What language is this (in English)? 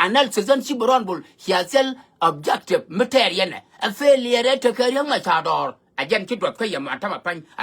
Nuer